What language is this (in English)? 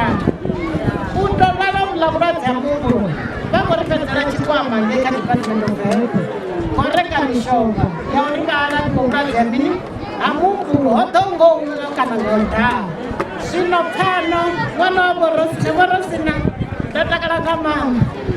Venda